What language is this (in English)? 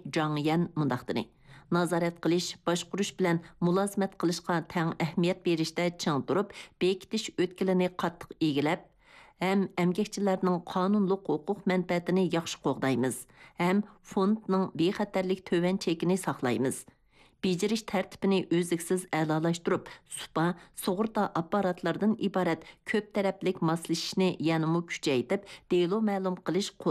Uyghur